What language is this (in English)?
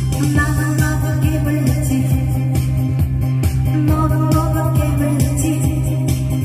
Korean